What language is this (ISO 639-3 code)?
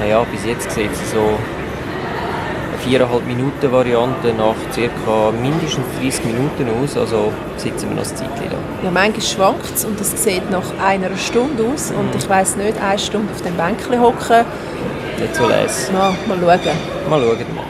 gsw